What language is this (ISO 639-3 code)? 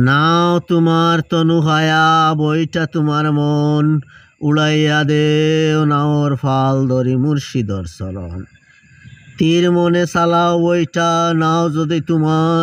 syl